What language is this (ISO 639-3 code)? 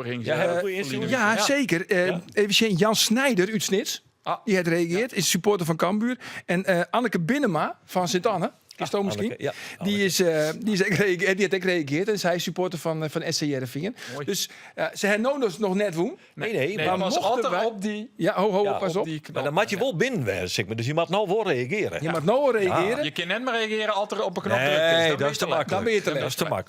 fry